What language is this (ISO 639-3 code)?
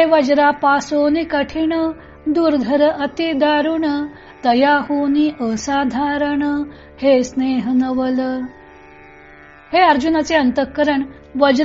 mar